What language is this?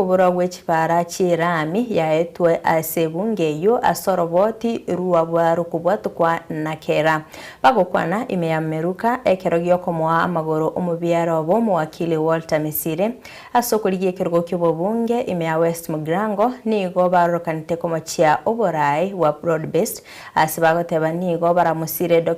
Gusii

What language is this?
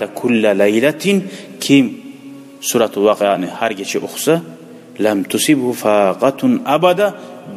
Kumyk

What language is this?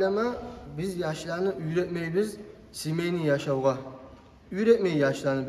Kumyk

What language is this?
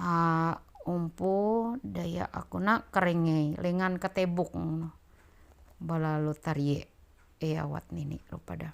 Ma'anyan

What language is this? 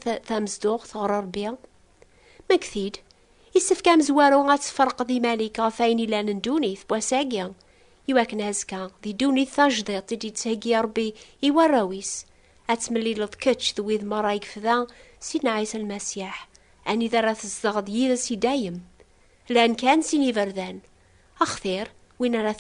Kabyle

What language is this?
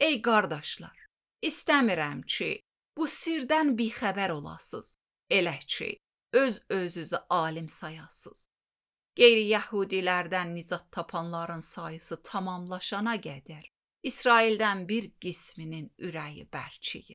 Azerbaijani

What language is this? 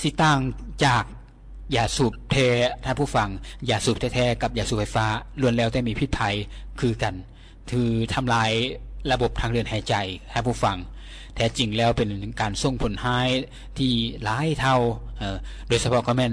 Lao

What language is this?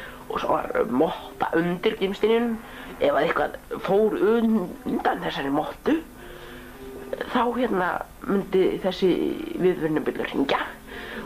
Icelandic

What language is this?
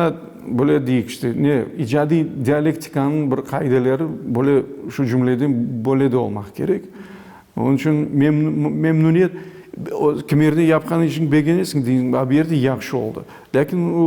Crimean Tatar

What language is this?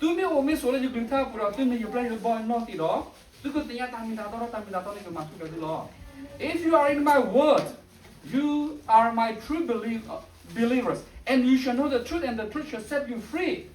S'gaw Karen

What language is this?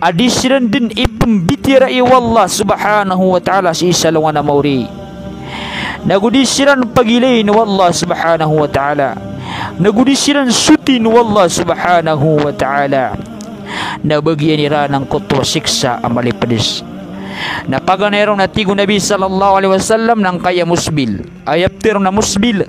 Maranao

